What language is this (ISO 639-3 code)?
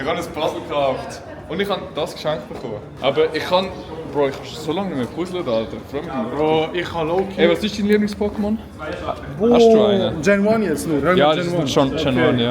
gsw